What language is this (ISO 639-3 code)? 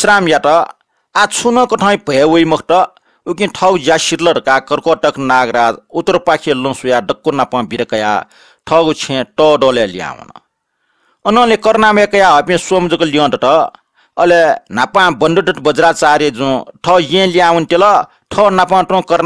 new